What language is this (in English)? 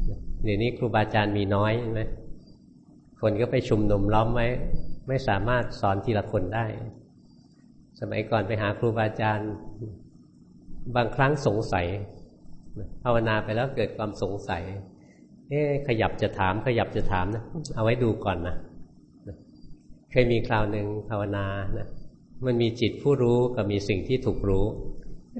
Thai